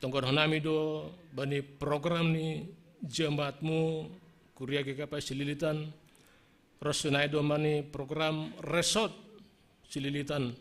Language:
Batak Simalungun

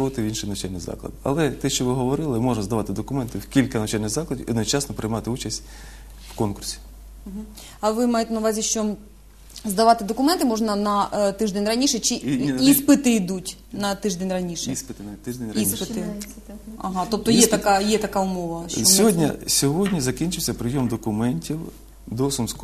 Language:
Ukrainian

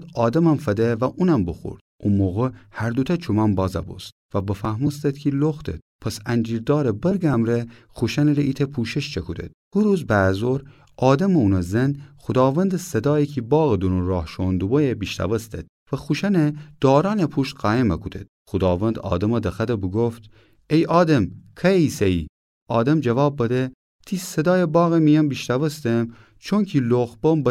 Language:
Gilaki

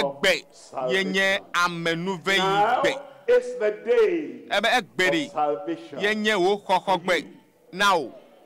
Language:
Ewe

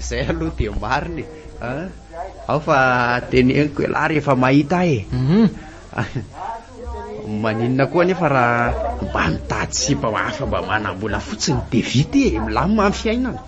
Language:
Malagasy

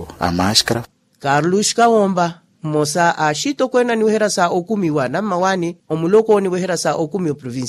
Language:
Makhuwa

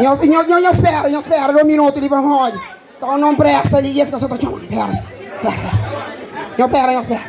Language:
Kabuverdianu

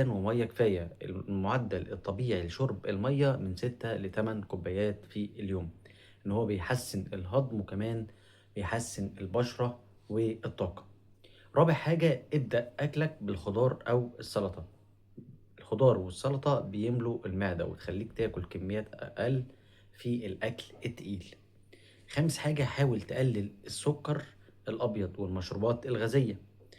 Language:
Egyptian Arabic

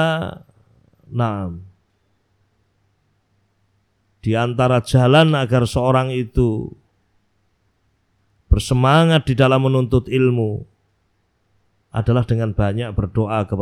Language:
Indonesian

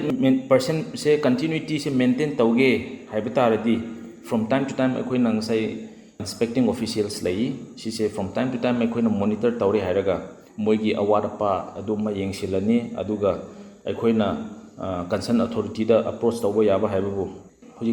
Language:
Manipuri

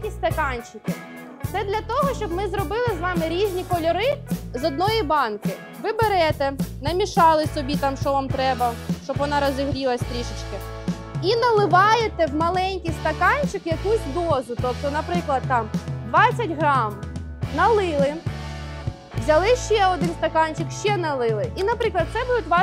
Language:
Ukrainian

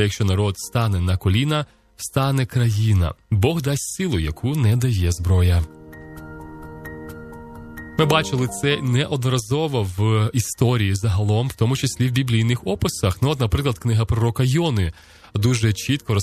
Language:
Ukrainian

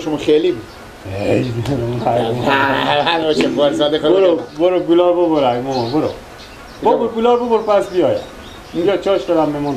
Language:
Persian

